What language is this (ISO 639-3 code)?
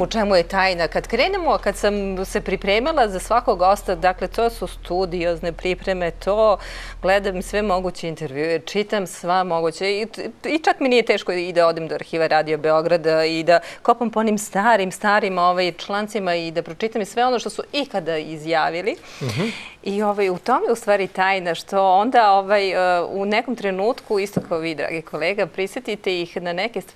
srp